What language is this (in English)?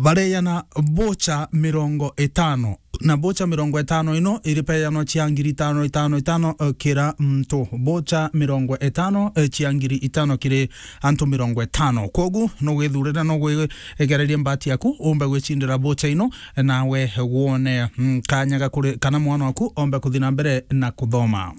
Meru